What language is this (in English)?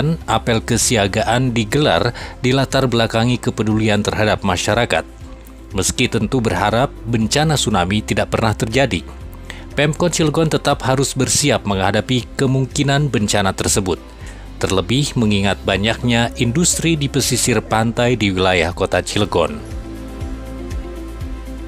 Indonesian